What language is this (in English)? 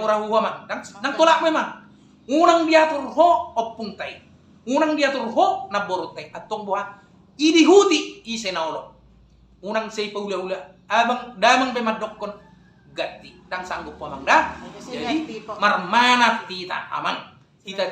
Batak Toba